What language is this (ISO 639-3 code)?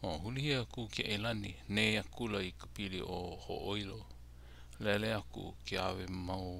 haw